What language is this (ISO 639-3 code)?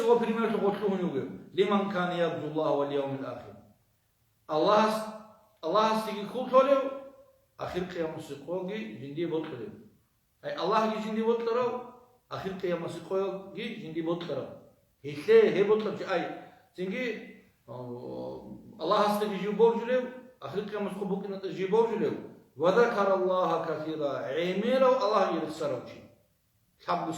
ava